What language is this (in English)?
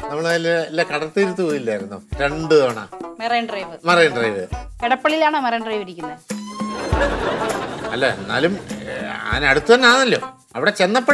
Malayalam